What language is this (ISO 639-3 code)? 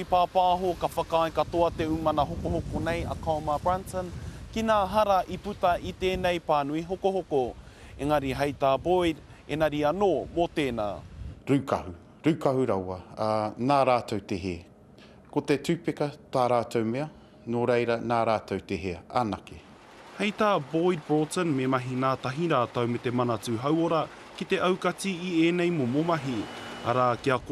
mri